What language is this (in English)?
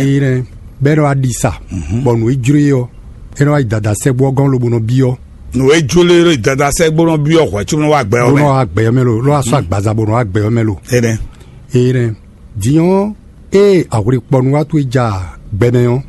Fon